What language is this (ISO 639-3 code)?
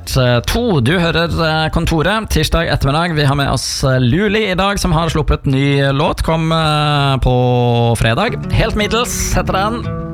nor